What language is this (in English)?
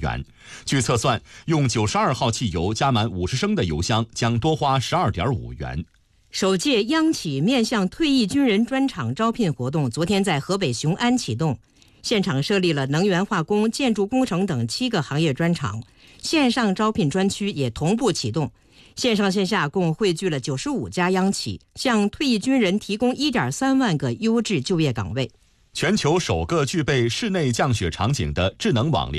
Chinese